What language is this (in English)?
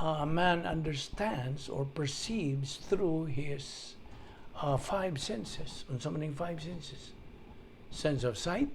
Cebuano